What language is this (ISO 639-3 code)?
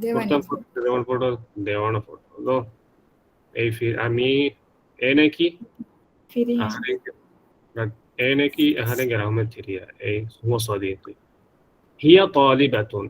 div